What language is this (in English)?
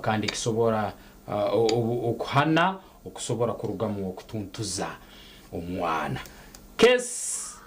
Nyankole